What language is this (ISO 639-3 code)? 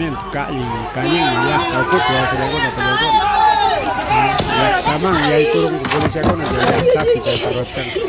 quy